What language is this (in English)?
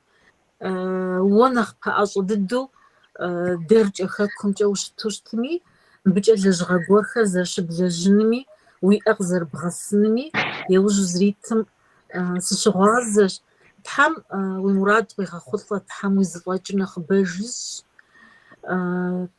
Kabardian